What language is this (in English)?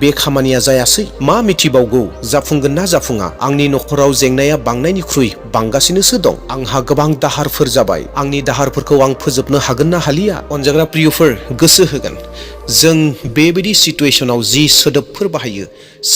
Bodo